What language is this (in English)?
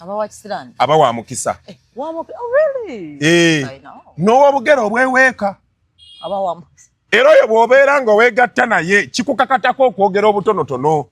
Ganda